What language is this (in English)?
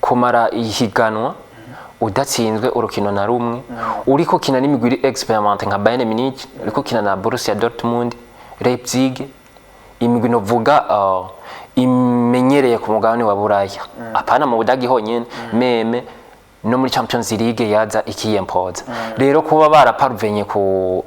Rundi